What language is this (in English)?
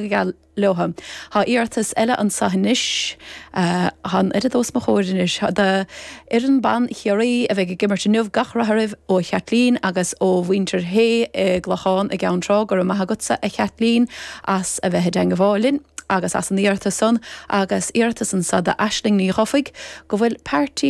Irish